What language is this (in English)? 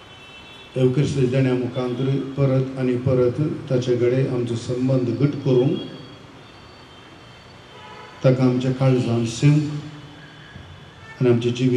Konkani